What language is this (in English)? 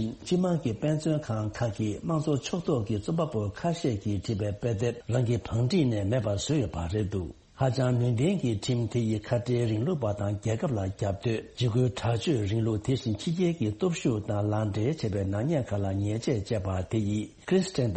Tibetan